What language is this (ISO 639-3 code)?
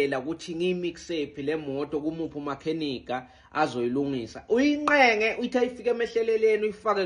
zul